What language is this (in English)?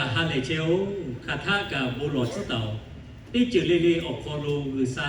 Lahu